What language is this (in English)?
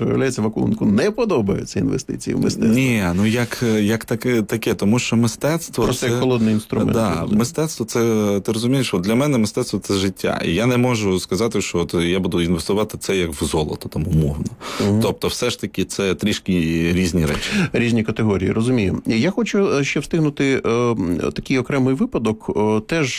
Ukrainian